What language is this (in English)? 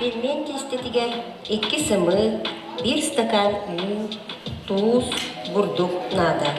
Yakut